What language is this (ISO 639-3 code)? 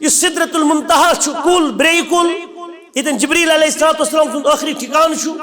kas